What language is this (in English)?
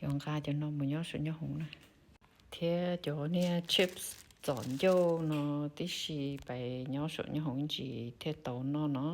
Hmong